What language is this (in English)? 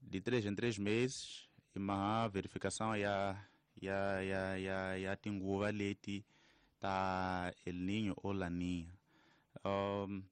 Tsonga